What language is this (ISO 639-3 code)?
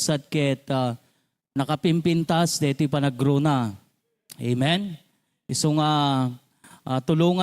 ilo